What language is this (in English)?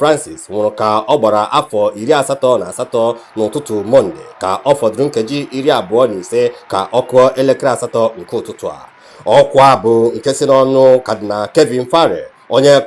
Igbo